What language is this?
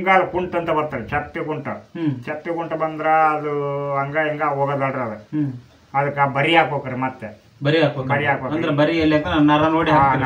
Kannada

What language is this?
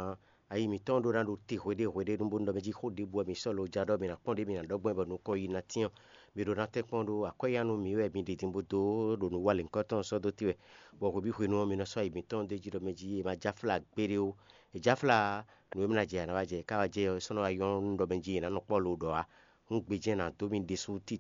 Fon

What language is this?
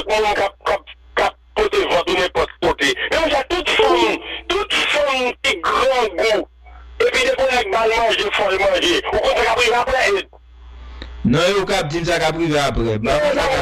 Haitian Creole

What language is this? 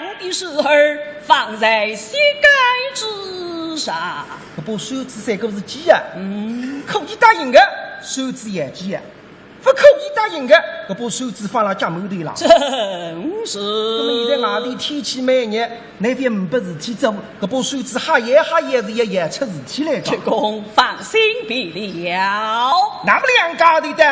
Wu Chinese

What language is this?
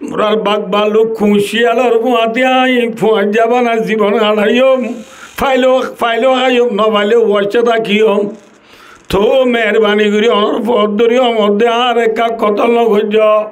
Rohingya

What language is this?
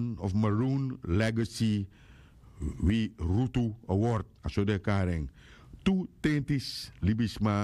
Sranan Tongo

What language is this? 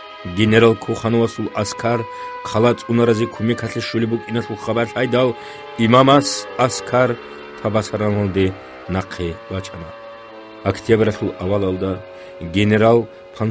Avaric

